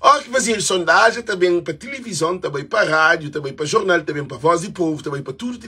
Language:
Kabuverdianu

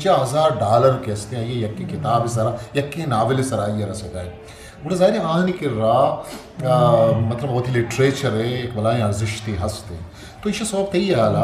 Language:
Eastern Balochi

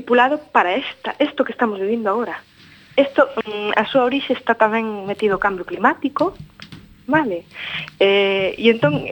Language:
Galician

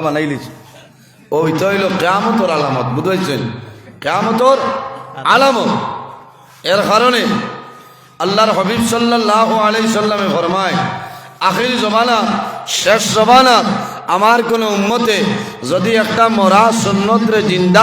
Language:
Sylheti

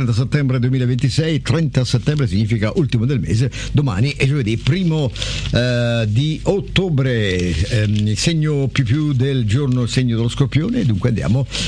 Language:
Italian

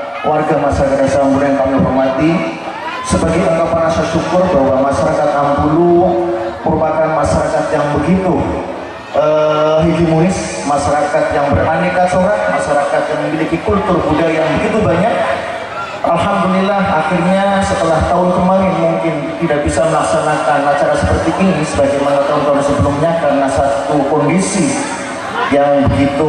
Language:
Indonesian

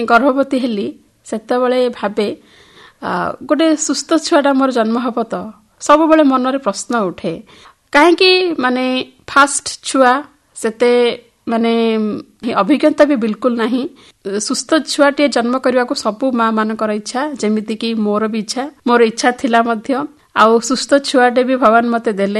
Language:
Odia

